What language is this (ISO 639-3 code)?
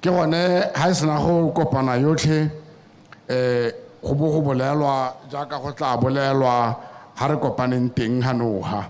tsn